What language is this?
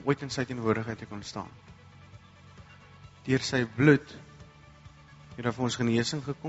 Afrikaans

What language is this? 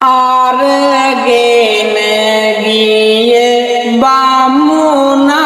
Sinhala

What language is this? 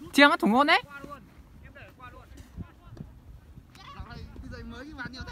Vietnamese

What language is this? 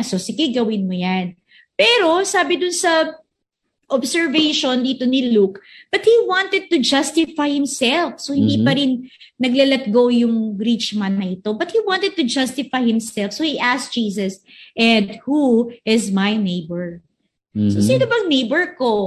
Filipino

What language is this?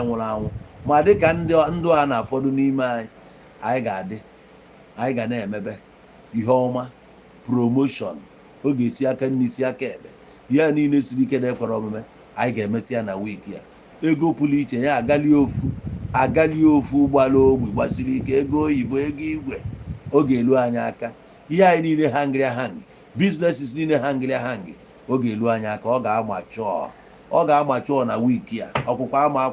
Igbo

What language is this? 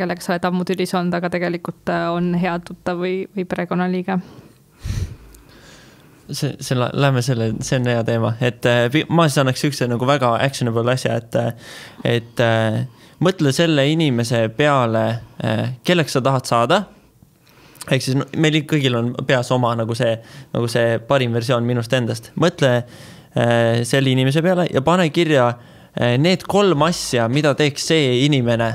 Estonian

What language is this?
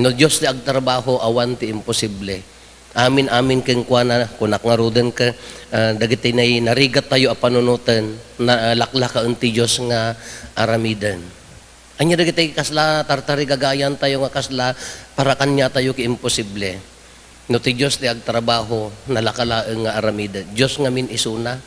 Iloko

